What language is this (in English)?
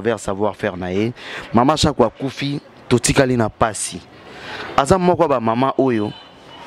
Lingala